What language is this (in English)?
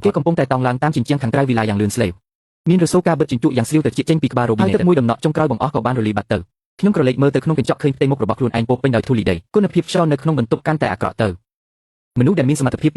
Khmer